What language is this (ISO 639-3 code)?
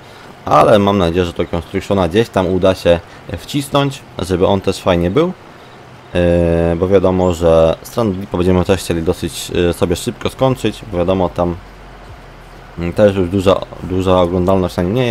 pol